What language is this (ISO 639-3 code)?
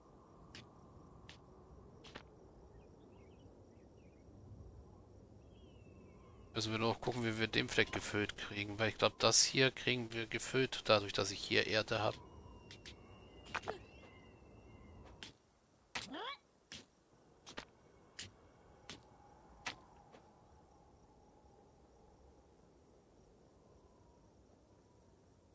deu